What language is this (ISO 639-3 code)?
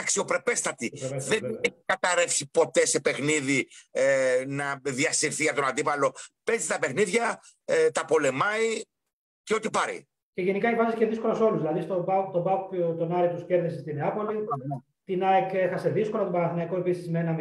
ell